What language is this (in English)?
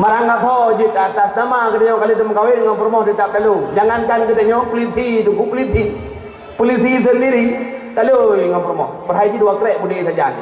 Achinese